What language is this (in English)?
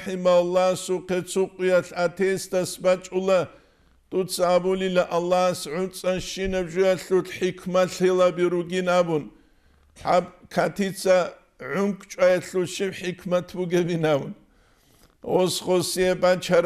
Avaric